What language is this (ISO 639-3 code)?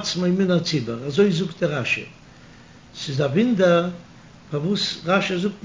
yid